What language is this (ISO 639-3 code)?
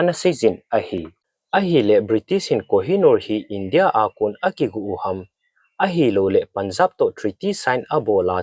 tcz